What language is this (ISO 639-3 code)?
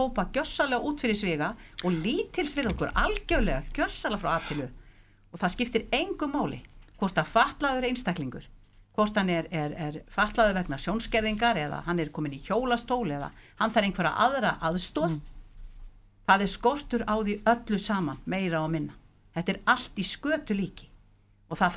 isl